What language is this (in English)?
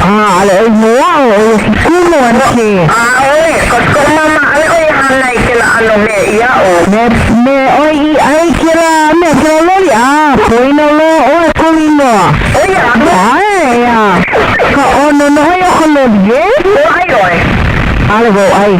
Hawaiian